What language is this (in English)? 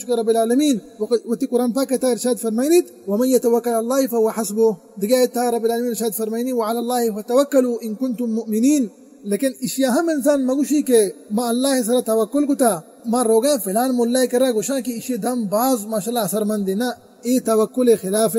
Baluchi